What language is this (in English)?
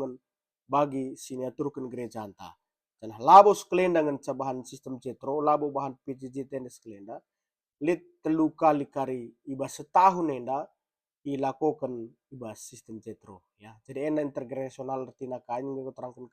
Batak Karo